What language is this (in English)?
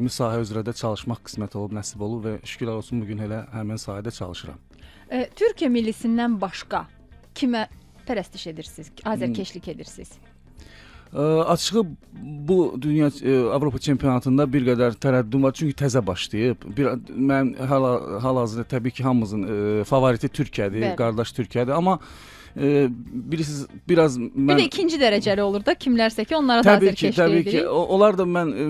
Azerbaijani